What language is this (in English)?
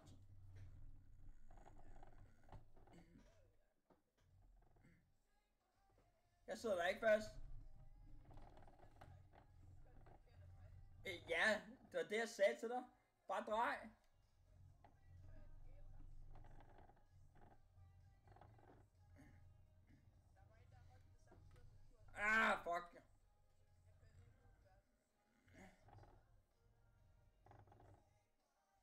Danish